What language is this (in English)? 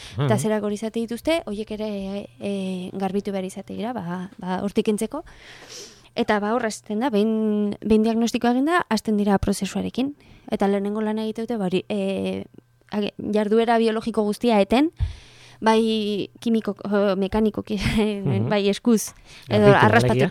Basque